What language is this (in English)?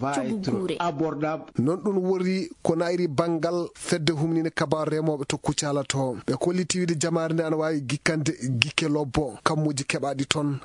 Maasina Fulfulde